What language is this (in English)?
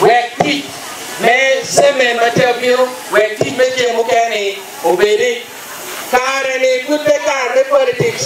Acoli